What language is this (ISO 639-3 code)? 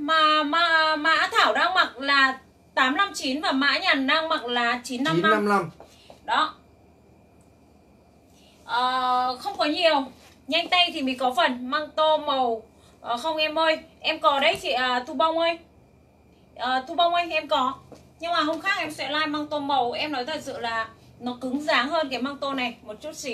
vie